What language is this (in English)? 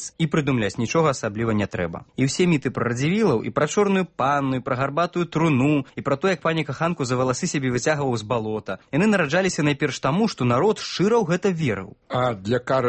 Belarusian